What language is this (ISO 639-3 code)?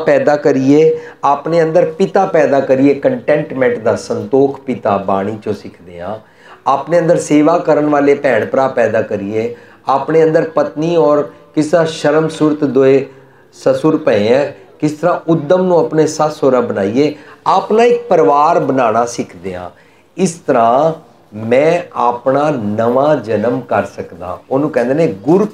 pan